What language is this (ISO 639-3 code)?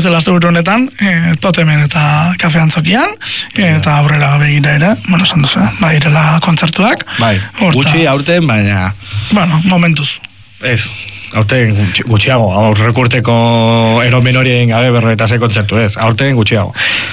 eus